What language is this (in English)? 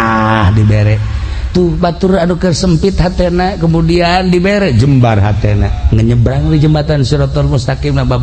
Sundanese